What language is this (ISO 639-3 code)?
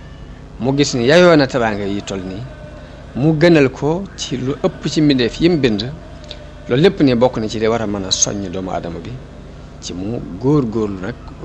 wol